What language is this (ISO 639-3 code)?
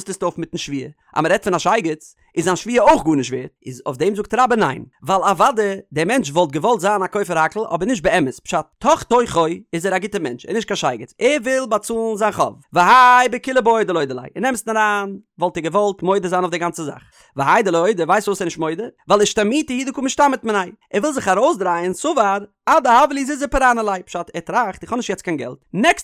yid